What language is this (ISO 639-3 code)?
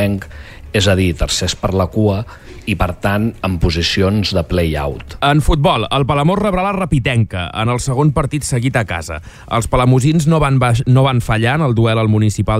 cat